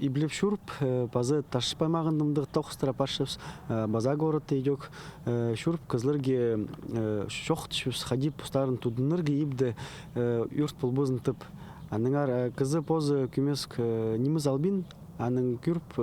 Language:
Khakas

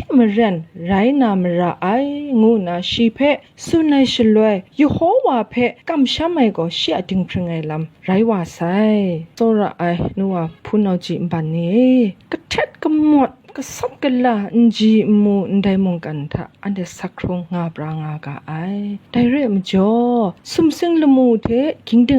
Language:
Kachin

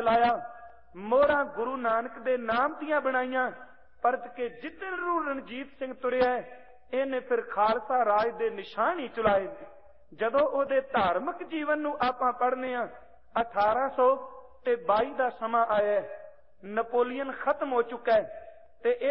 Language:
Punjabi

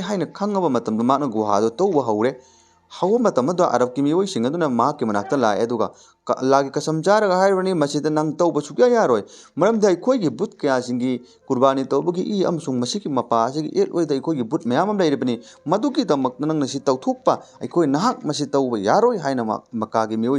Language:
Manipuri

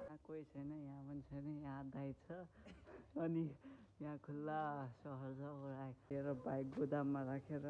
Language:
Nepali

